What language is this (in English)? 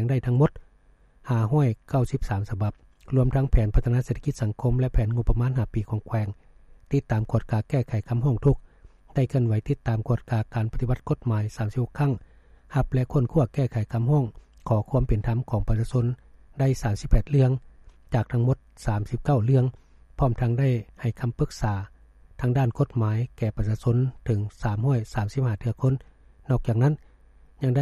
Lao